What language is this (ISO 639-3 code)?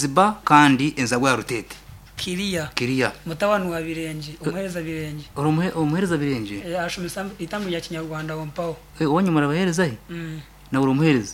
nyn